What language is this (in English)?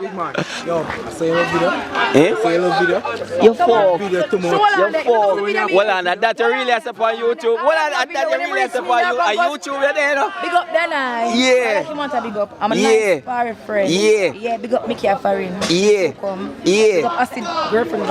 Jamaican Creole English